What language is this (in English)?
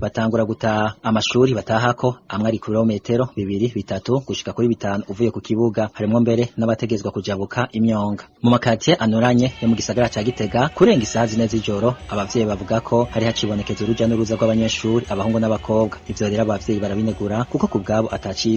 Rundi